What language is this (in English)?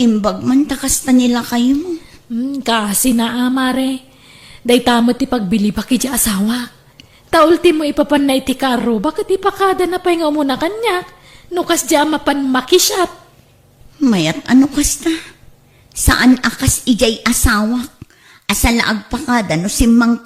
Iloko